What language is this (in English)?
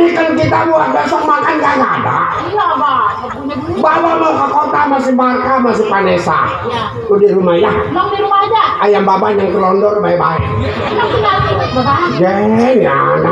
Betawi